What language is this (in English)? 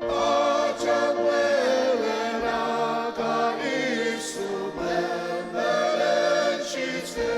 Ao Naga